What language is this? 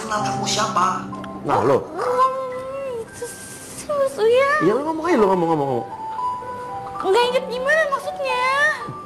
Indonesian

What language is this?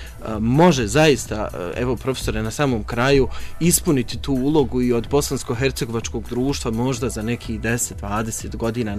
Bosnian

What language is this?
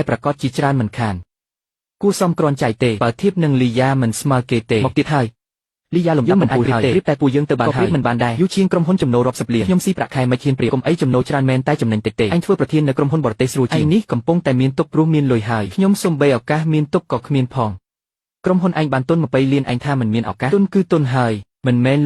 Khmer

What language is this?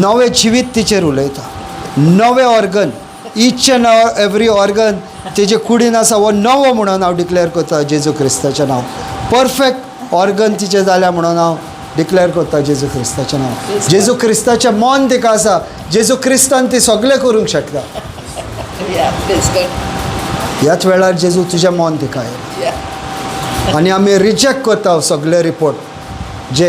Konkani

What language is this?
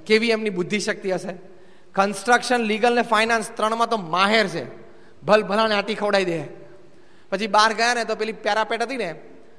Gujarati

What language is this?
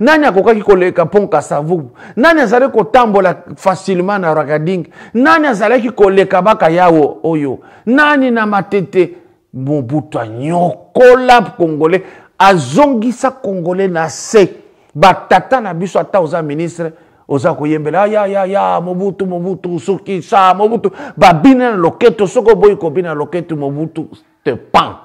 Lingala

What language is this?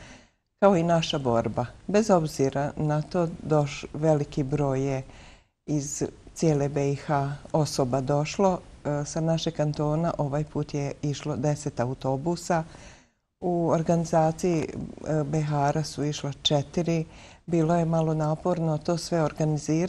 Bosnian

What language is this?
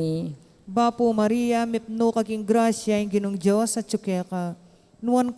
Pampanga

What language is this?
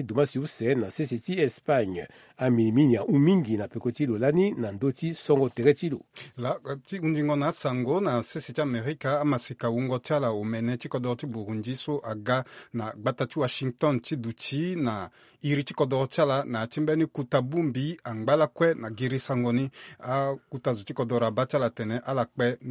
Sango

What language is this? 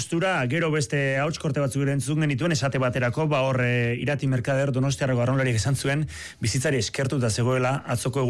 Basque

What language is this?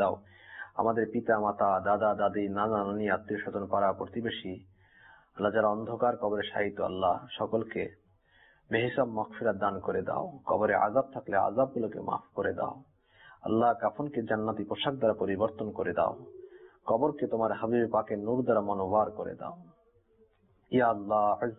Bangla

